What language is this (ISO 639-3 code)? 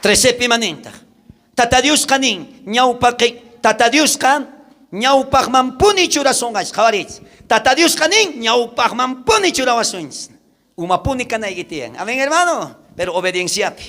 quh